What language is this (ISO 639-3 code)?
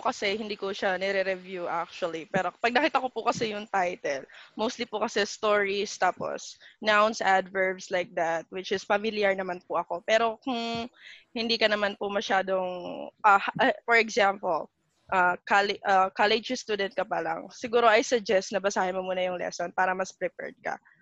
fil